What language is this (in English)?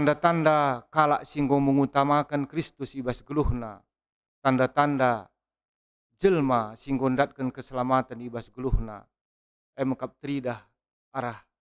Batak Karo